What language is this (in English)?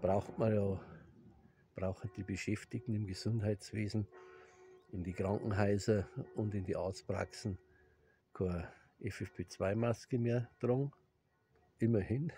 Bavarian